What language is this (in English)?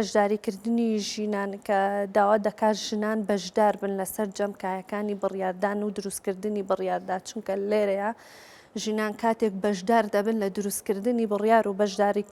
Central Kurdish